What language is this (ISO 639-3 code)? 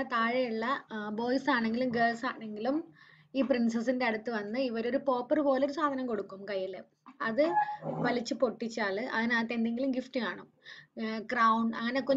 mal